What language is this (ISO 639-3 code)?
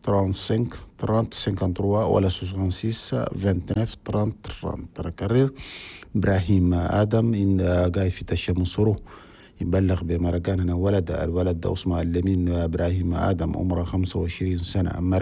shu